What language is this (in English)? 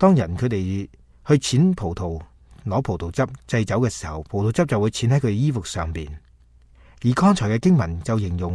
Cantonese